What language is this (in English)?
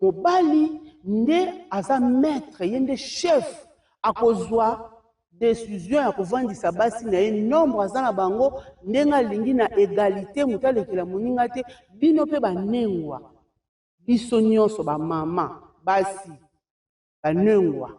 Lingala